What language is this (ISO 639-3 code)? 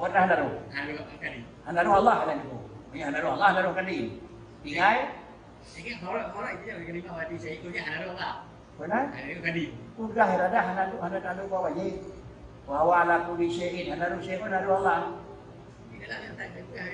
ace